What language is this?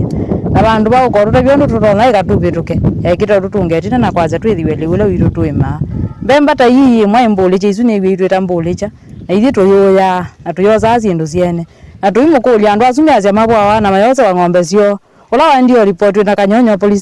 Kamba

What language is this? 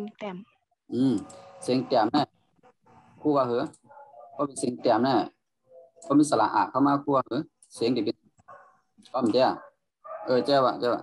Shan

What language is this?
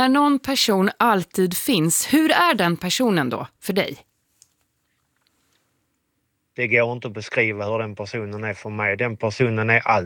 Swedish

